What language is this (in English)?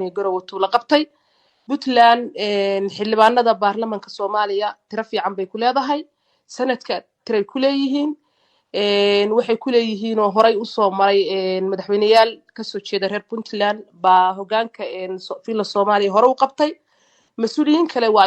Somali